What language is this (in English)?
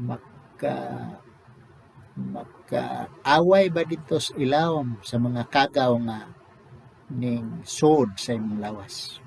Cebuano